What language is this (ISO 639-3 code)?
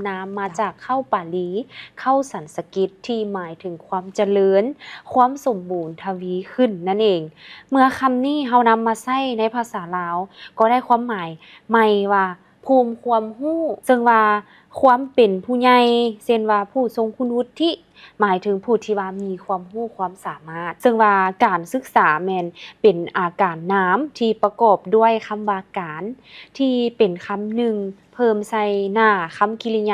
lao